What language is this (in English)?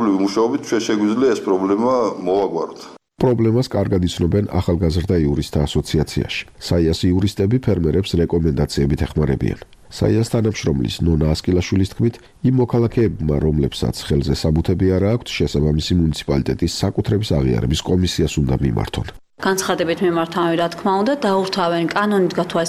Georgian